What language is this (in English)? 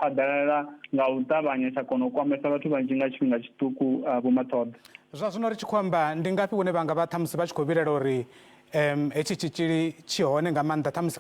Venda